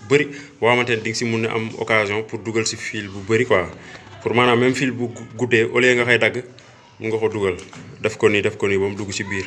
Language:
Wolof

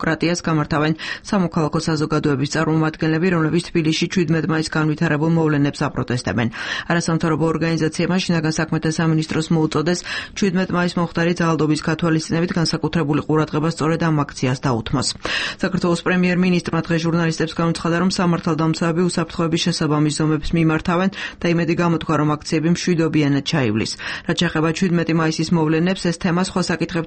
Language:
Georgian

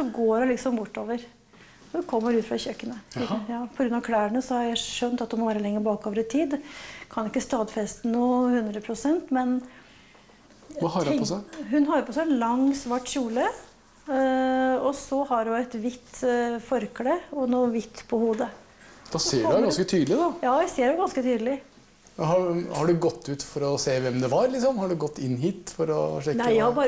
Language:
Norwegian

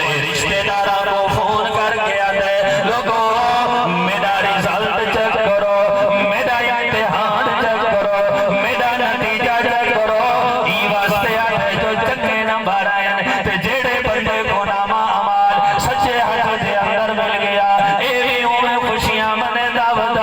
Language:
Saraiki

